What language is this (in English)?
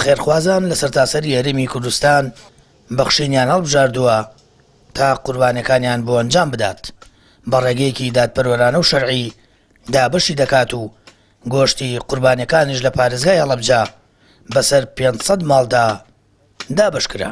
Central Kurdish